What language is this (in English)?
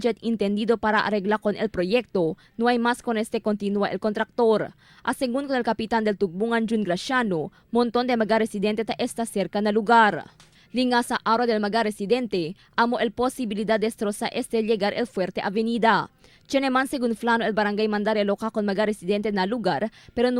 Chavacano